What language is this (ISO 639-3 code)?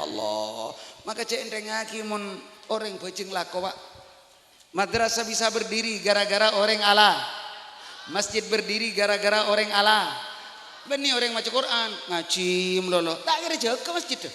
mad